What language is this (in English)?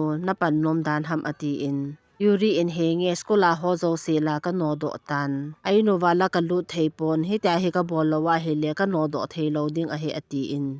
Thado Chin